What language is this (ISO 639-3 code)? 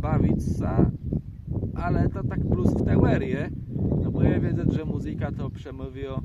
csb